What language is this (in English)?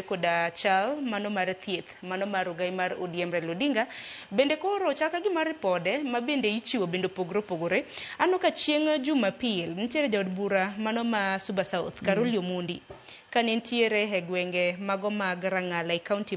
Luo (Kenya and Tanzania)